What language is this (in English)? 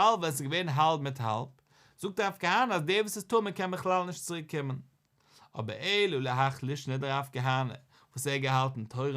Yiddish